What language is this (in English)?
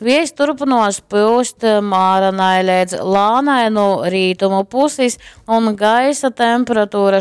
Latgalian